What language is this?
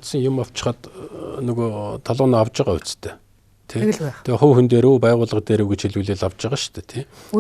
Mongolian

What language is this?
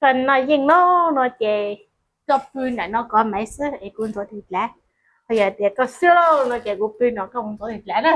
Hmong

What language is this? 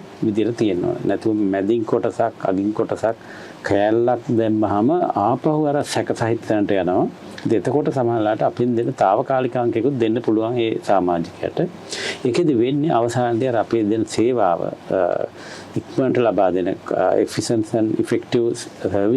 Sinhala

